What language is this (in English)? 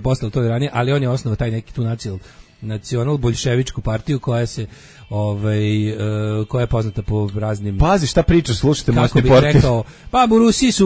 Serbian